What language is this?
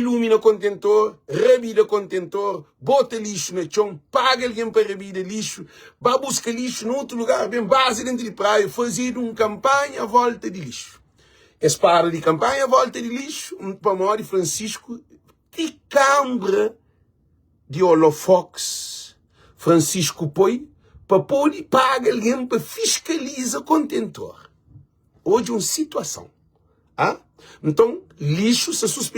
Kabuverdianu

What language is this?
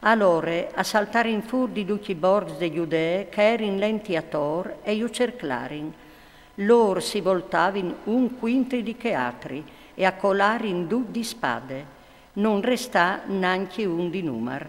Friulian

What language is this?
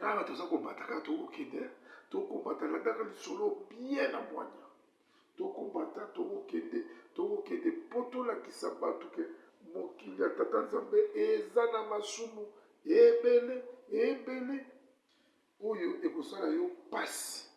Lingala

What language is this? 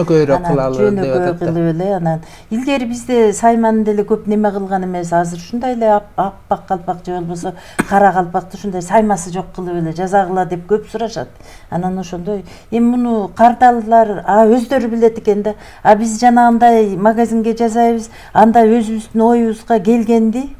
Kyrgyz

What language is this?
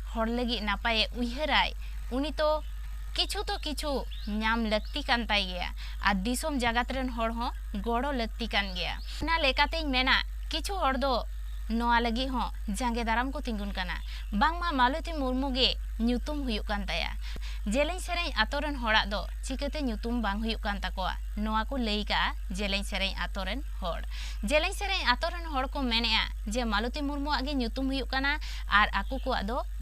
Santali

